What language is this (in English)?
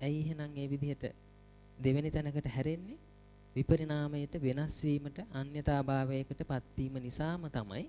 Sinhala